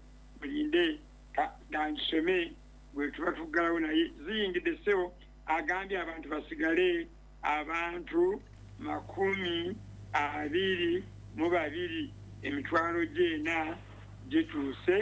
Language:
Ganda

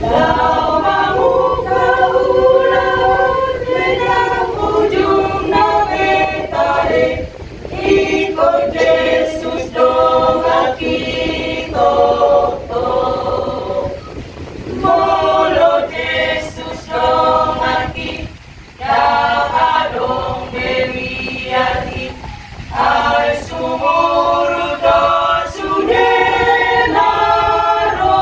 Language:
Batak Toba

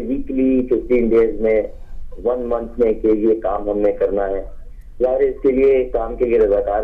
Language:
Urdu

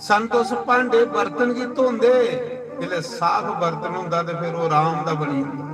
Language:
Dogri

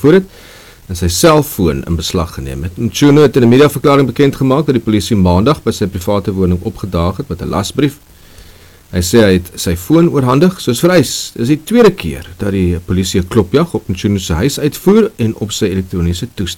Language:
Afrikaans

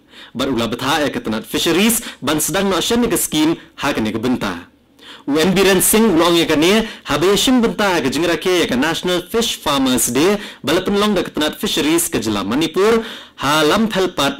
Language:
Khasi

